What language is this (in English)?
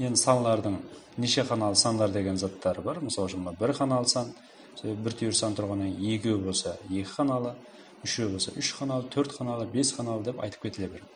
Kara-Kalpak